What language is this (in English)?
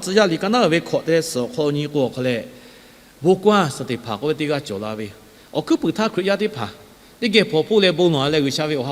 Lahu